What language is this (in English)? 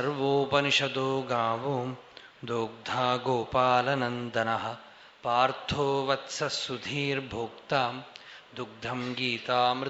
Sanskrit